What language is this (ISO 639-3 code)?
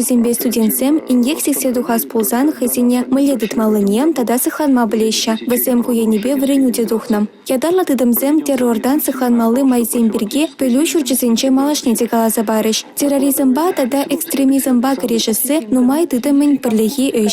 chv